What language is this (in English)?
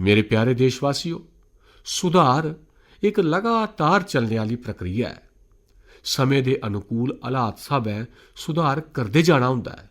Dogri